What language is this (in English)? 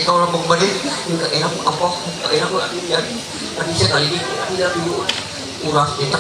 Ma'anyan